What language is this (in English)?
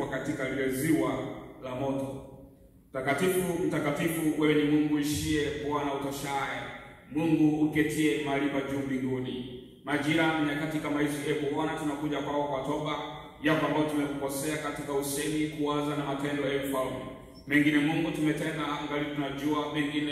Swahili